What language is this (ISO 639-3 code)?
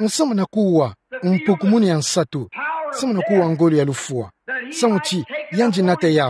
ktu